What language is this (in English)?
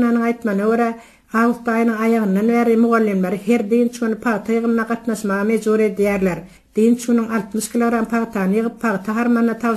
Turkmen